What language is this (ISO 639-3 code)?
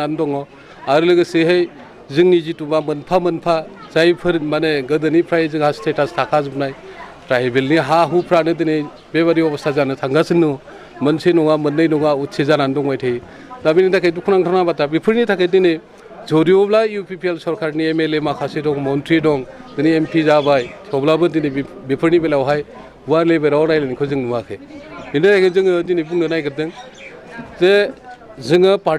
brx